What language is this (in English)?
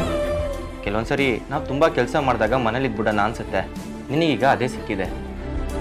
Kannada